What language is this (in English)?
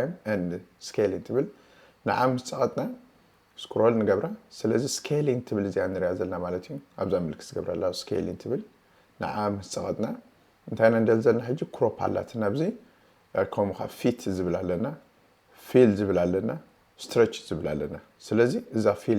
Tigrinya